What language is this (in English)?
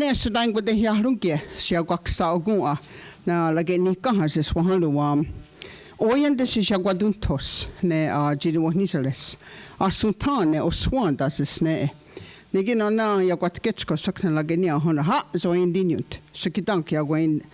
Mohawk